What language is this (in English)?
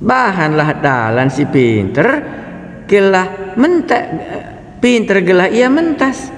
Batak Karo